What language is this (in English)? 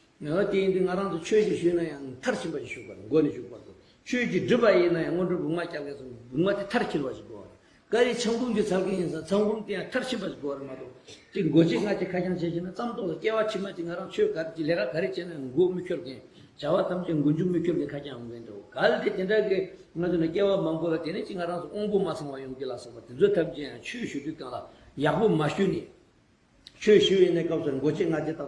Tibetan